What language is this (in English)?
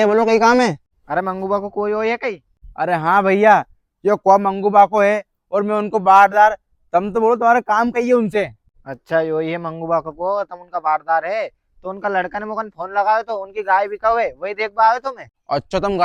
Rajasthani